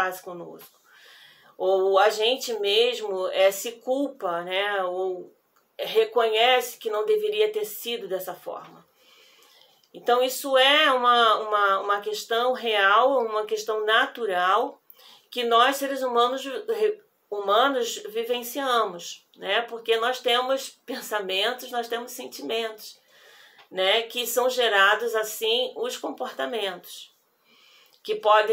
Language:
Portuguese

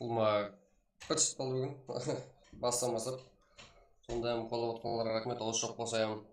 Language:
Kara-Kalpak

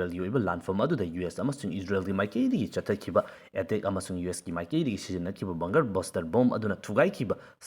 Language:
Manipuri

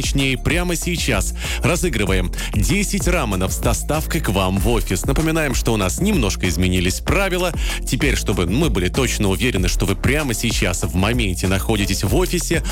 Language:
Russian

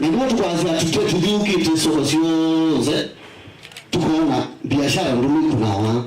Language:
Kamba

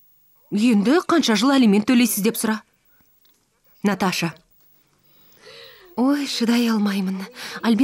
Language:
Kazakh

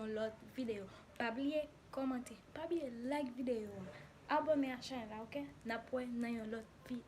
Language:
Haitian Creole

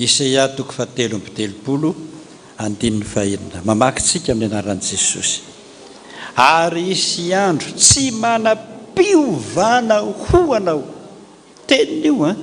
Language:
Malagasy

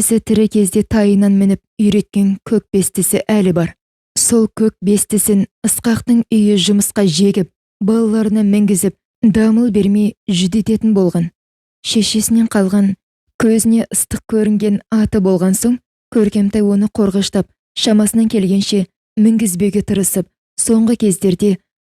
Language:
Kazakh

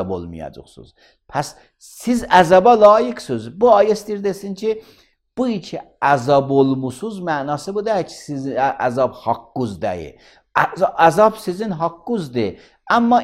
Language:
Azerbaijani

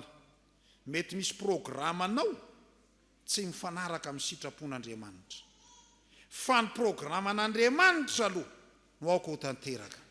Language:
Malagasy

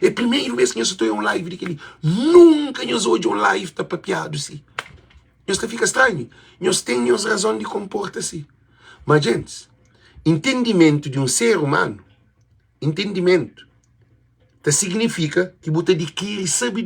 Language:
Kabuverdianu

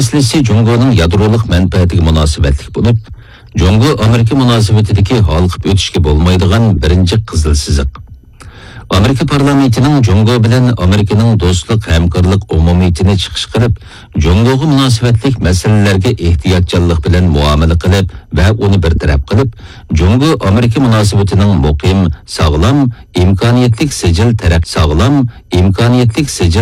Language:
Uyghur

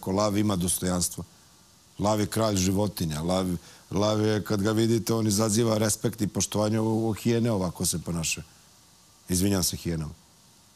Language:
Serbian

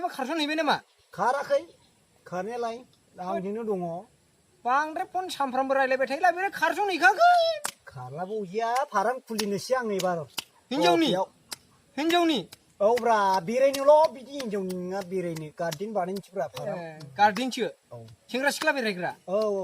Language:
Bodo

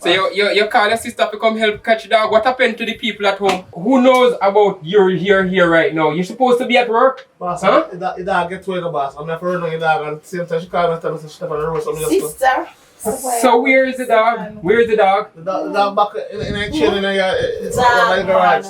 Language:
Jamaican Creole English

